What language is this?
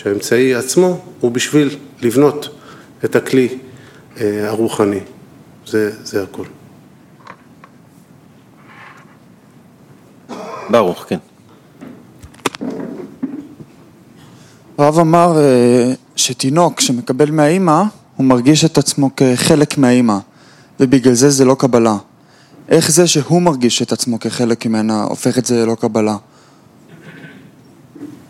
Hebrew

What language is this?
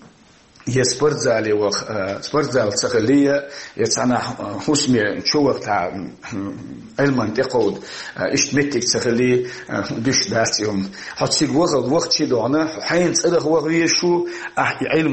Chechen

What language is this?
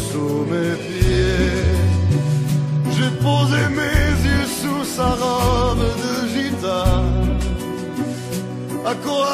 French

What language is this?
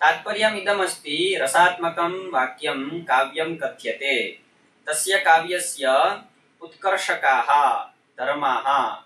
Sanskrit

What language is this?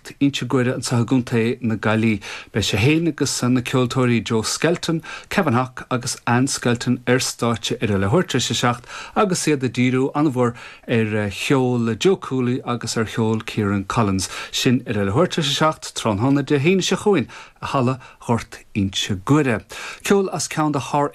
Irish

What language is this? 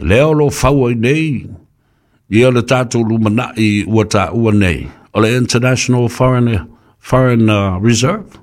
Samoan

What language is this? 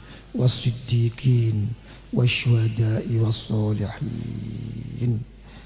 Javanese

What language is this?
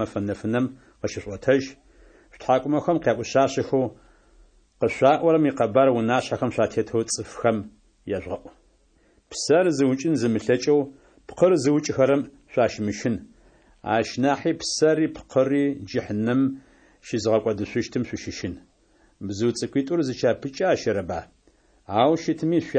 Adyghe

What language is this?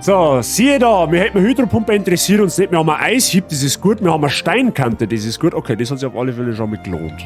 Bavarian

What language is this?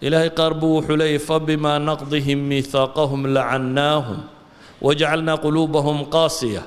Somali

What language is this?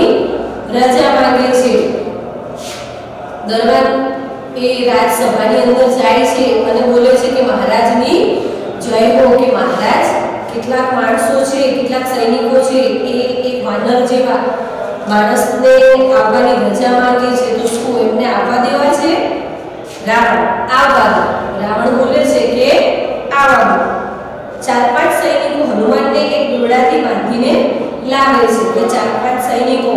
Gujarati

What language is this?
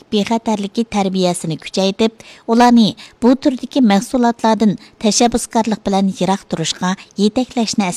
Uyghur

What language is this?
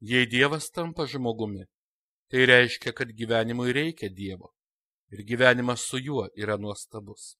Lithuanian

